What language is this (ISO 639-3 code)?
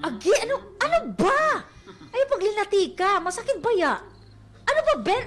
war